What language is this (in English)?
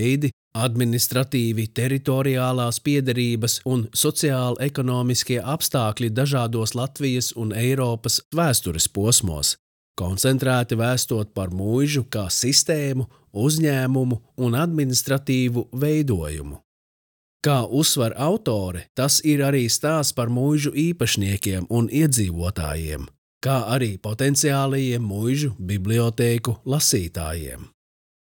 Latvian